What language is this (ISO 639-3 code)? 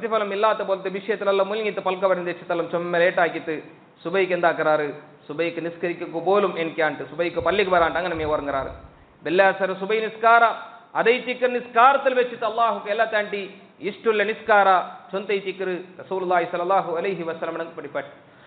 mal